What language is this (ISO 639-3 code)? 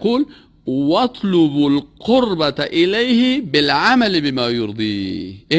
fas